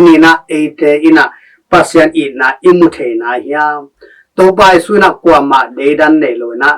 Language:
Tedim Chin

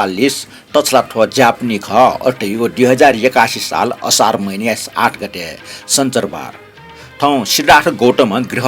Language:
Newari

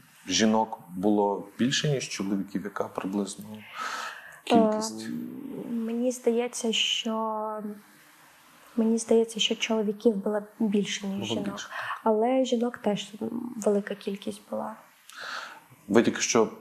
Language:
Ukrainian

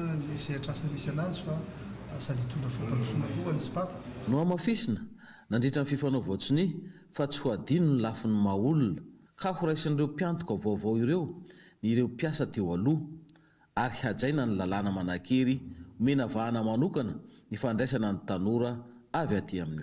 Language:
Malagasy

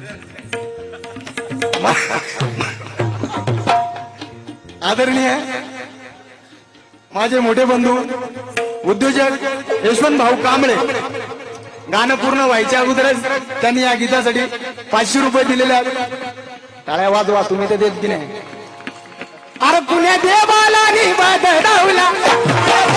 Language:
Marathi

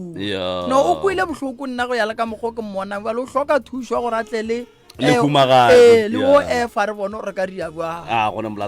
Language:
Northern Sotho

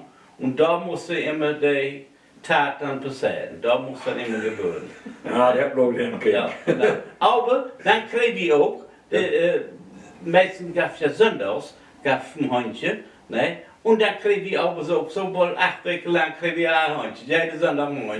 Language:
Low German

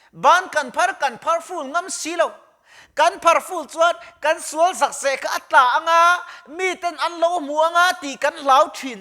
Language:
Mizo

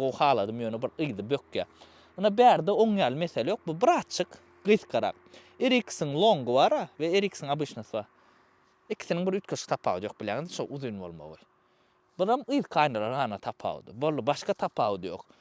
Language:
Turkmen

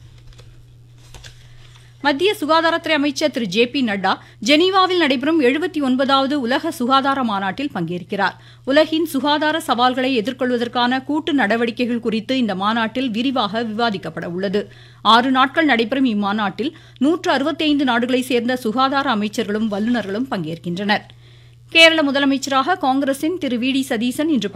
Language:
Tamil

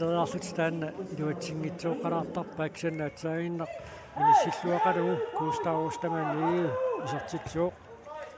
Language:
Kalaallisut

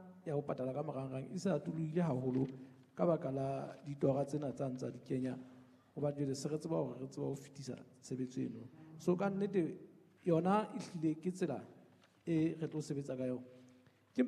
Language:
Southern Sotho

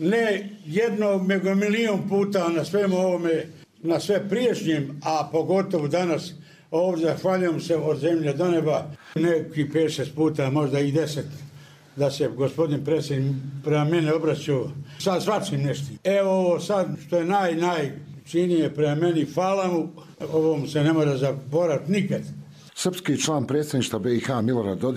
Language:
Bosnian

